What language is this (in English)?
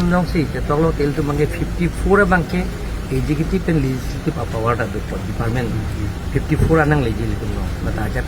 Karbi